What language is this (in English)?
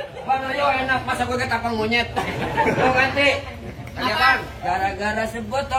Betawi